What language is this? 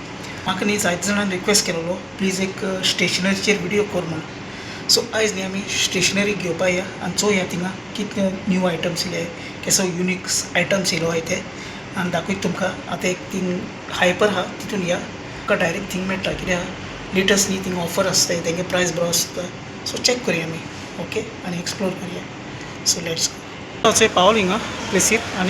Konkani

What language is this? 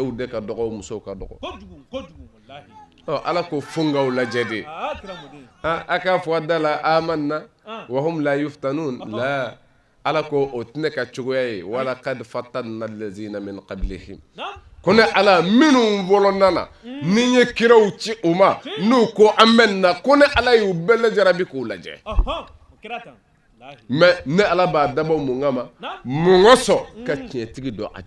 Bambara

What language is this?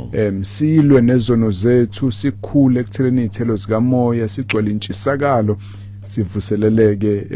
Zulu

